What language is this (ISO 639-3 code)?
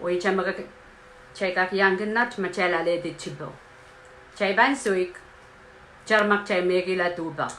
pon